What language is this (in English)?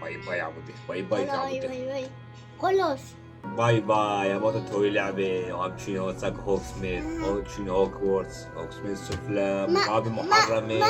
Kurdish